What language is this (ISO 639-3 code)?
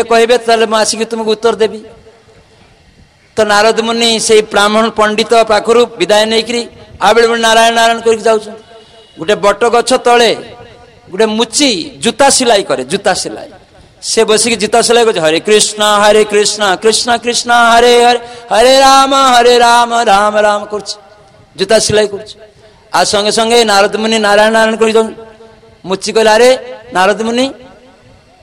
ori